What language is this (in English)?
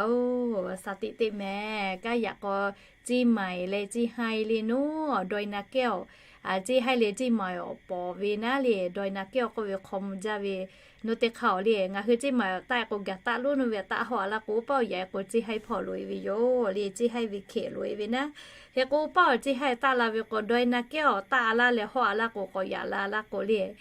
Lahu